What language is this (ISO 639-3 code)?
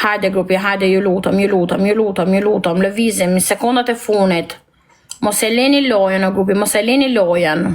sqi